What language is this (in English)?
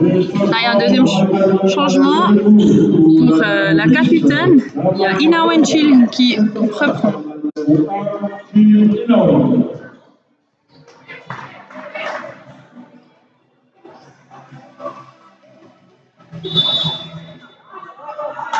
French